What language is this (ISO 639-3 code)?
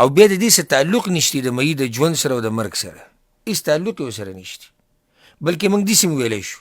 pus